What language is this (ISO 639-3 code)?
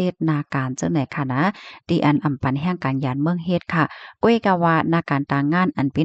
shn